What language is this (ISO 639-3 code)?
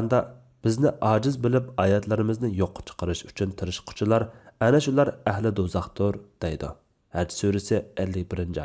uig